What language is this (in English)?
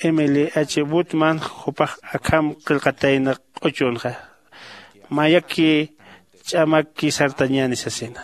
Aymara